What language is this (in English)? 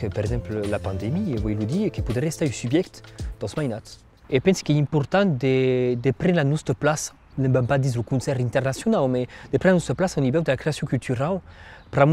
Occitan